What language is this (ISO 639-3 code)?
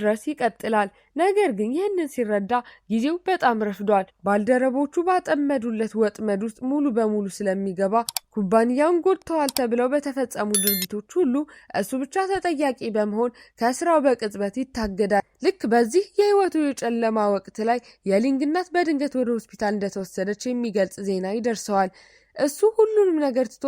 amh